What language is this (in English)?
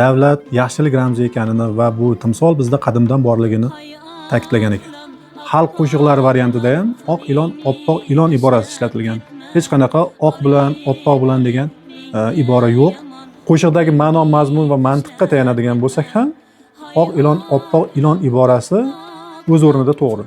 Uzbek